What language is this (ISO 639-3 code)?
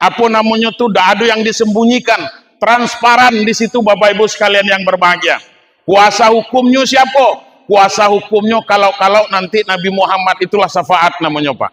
min